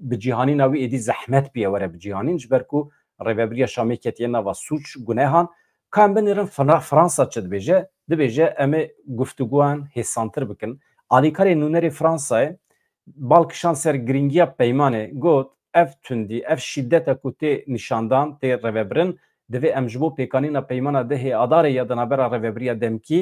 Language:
Kurdish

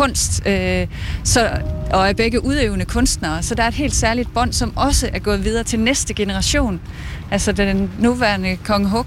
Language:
Danish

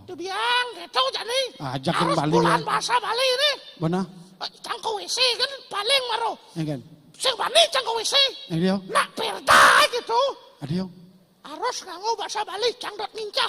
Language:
Balinese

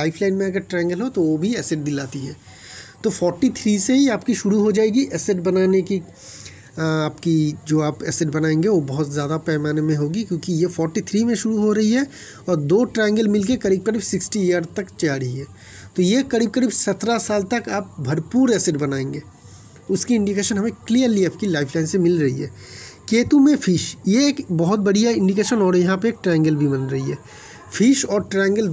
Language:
Hindi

